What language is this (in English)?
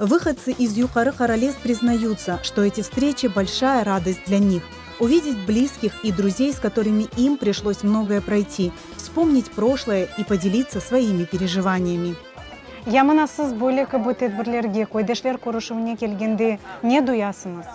Crimean Tatar